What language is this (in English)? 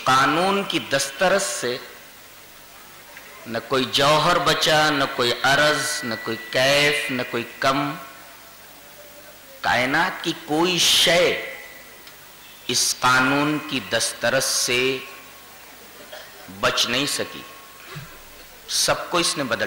Urdu